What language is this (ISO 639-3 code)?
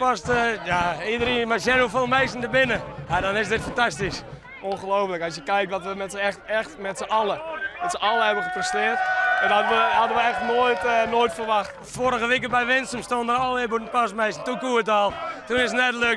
fry